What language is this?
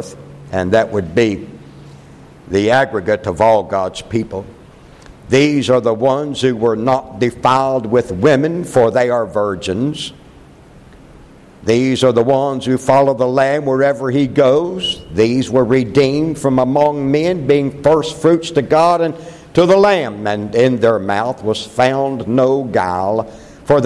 English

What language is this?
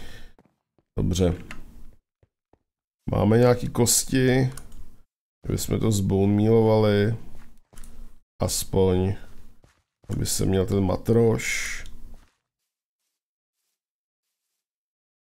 Czech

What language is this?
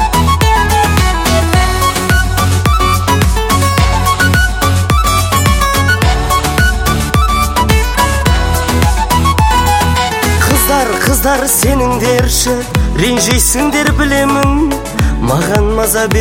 Kazakh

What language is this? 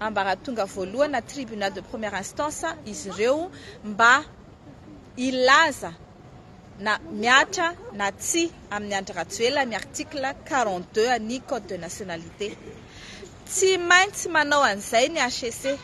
Malagasy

